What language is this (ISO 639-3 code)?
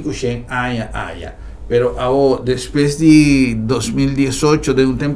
pap